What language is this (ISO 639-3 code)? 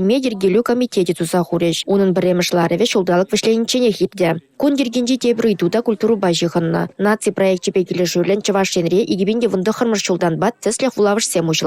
chv